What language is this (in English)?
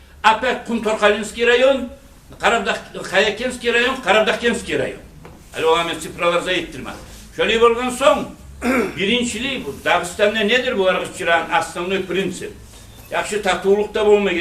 Kumyk